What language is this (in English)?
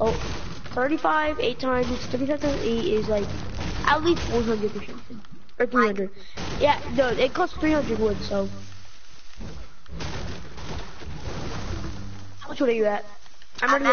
English